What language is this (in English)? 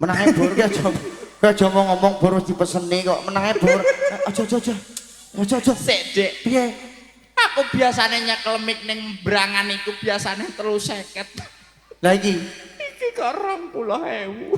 Javanese